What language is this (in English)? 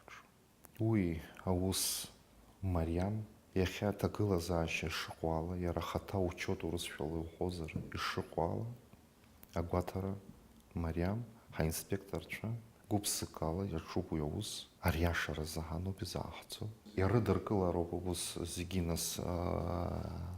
Abkhazian